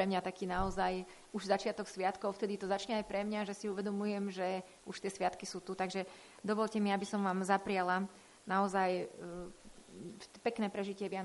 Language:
Slovak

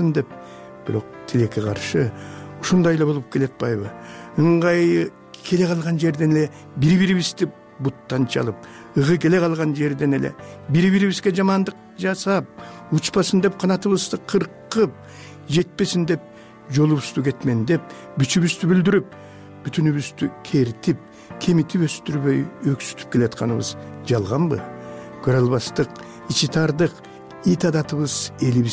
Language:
Kyrgyz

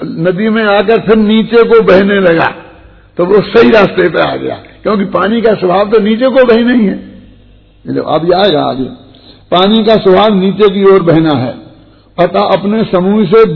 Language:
Hindi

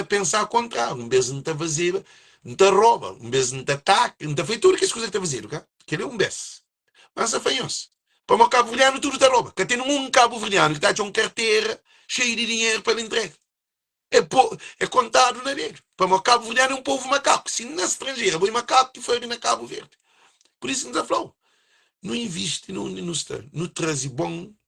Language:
Kabuverdianu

